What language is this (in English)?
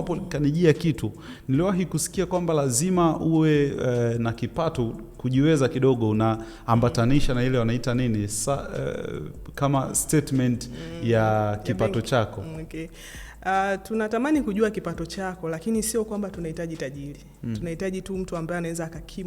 Swahili